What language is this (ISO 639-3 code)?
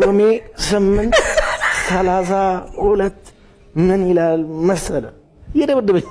amh